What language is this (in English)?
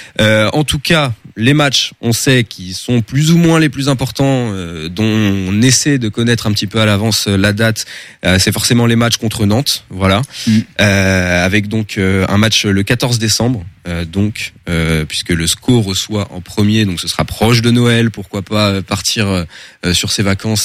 French